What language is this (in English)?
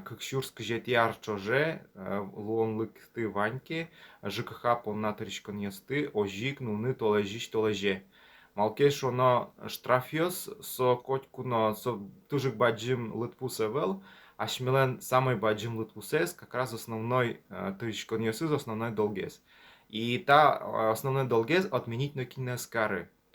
Udmurt